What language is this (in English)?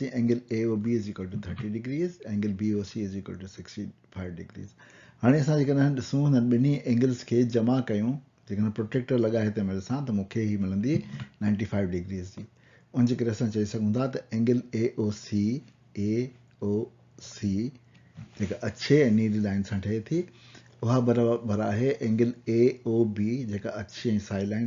Sindhi